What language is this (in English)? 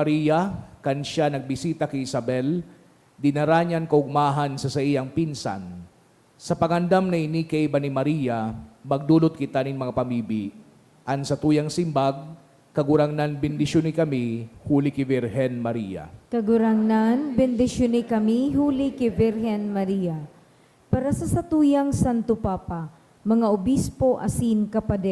Bikol